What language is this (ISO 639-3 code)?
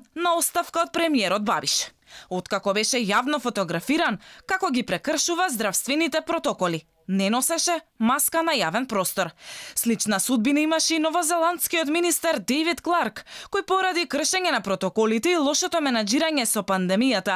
mkd